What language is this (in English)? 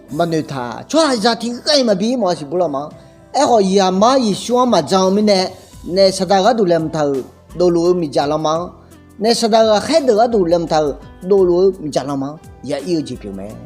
Akha